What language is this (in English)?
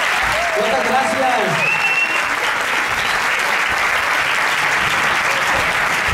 Catalan